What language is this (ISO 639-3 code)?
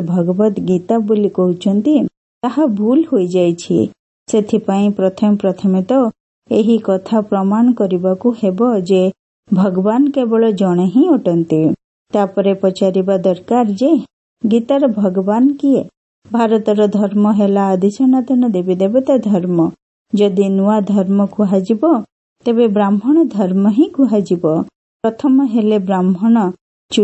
ori